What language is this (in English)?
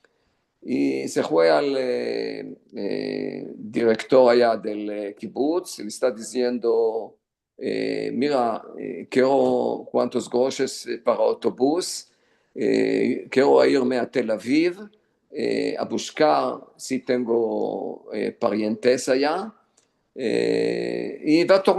Ladino